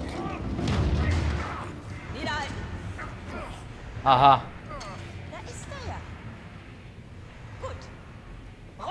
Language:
Czech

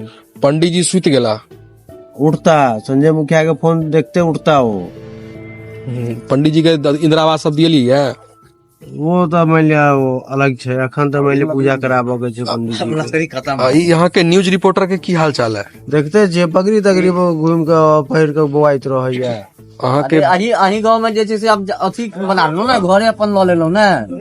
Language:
Maithili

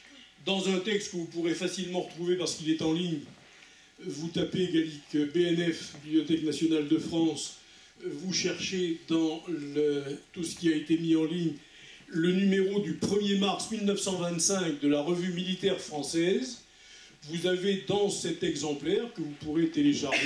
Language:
French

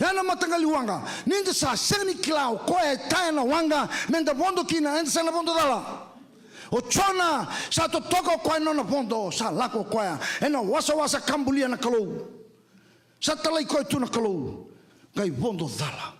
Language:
Fijian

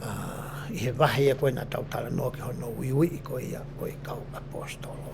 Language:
Tongan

